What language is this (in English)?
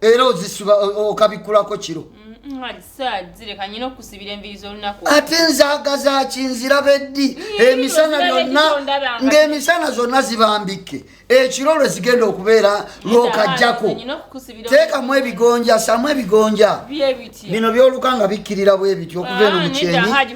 Ganda